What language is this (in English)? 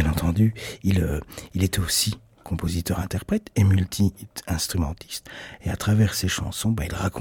French